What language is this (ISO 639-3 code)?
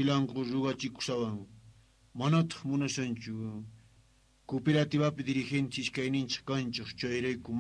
quh